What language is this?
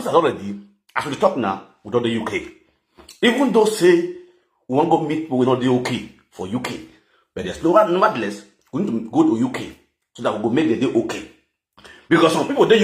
Nigerian Pidgin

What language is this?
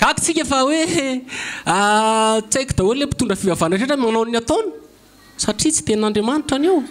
Malagasy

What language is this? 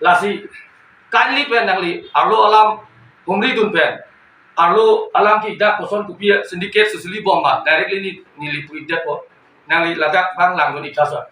Karbi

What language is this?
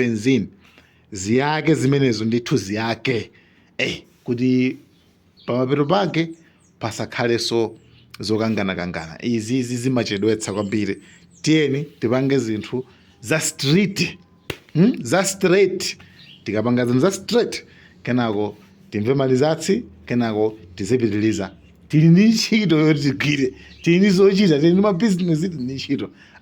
Nyanja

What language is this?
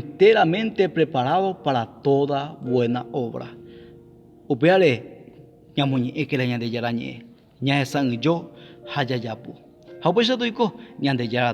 Guarani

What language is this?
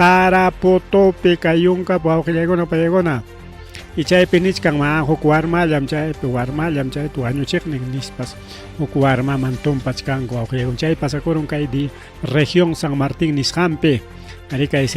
Ayacucho Quechua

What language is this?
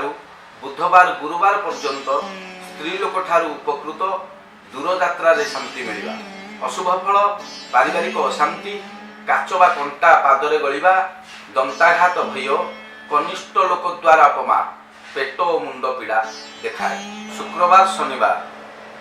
Odia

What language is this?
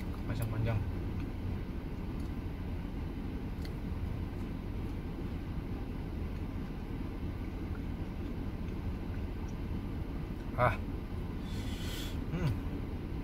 Indonesian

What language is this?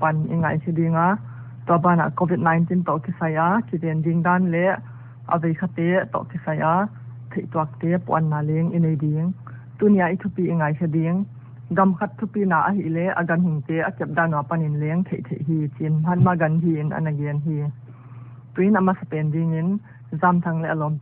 Paite Chin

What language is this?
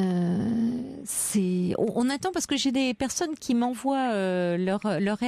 French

